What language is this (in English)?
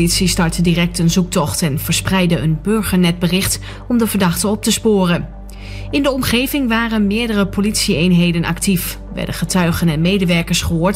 Dutch